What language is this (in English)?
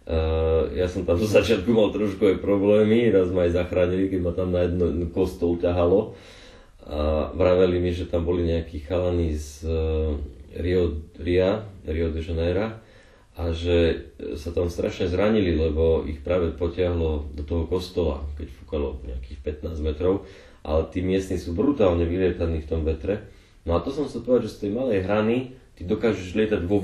Slovak